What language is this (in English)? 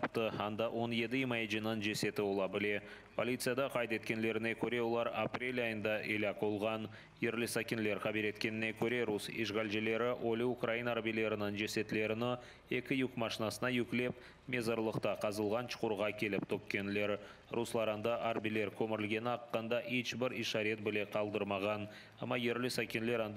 Crimean Tatar